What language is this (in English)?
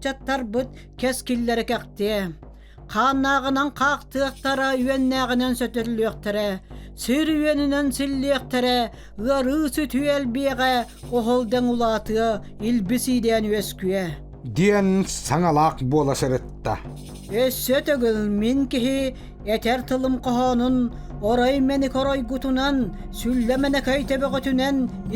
Yakut